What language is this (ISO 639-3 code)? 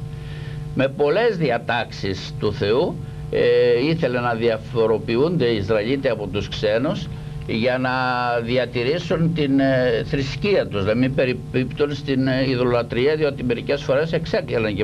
ell